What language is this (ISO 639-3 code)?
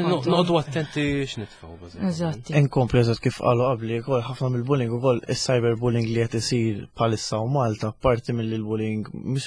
mlt